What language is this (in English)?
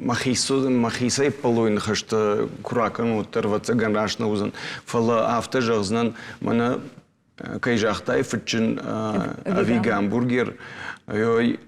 Ossetic